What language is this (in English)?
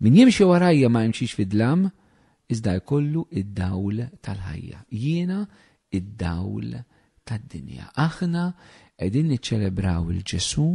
Maltese